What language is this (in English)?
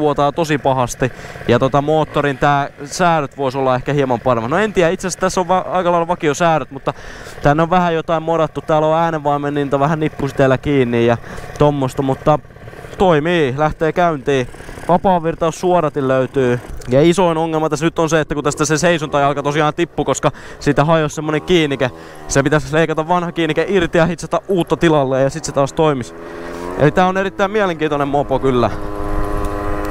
Finnish